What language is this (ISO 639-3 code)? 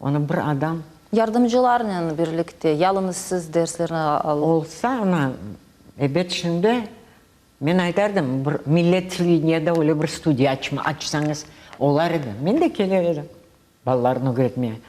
crh